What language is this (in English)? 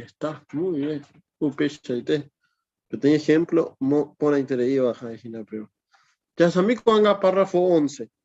Guarani